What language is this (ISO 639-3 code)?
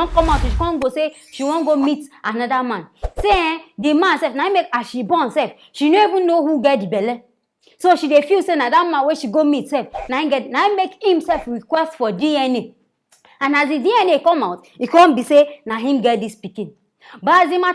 pcm